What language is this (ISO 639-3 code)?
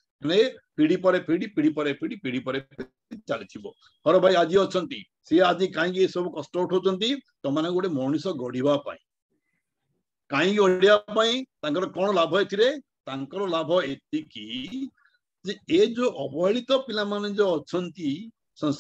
ori